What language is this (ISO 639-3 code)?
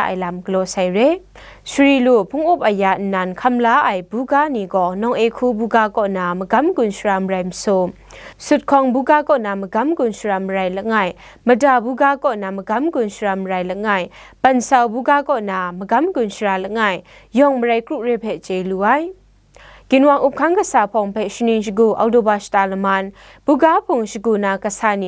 kac